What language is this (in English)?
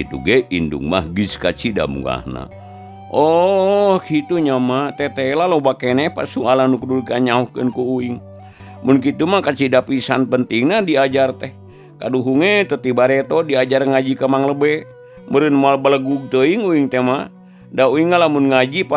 Sundanese